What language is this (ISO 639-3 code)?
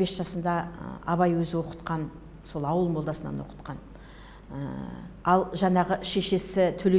kaz